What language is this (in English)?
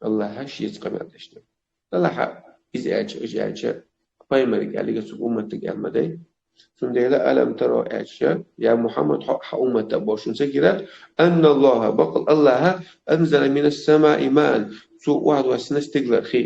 Chechen